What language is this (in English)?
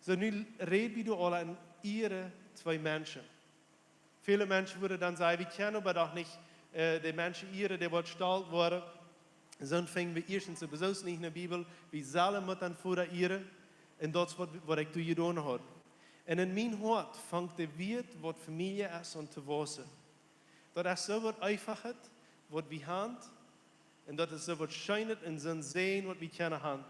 Plautdietsch